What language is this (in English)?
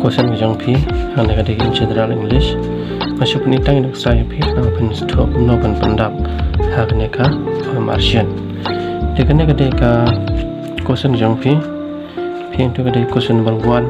Khasi